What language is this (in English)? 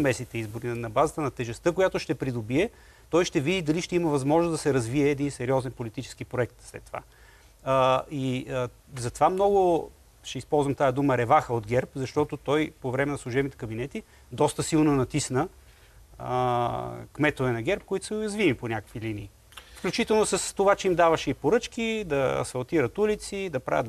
Bulgarian